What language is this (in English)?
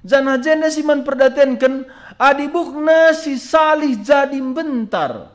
Batak Karo